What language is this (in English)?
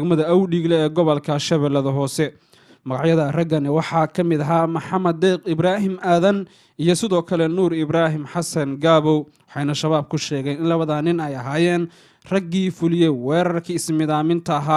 Somali